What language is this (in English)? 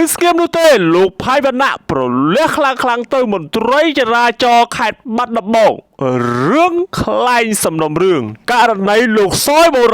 Khmer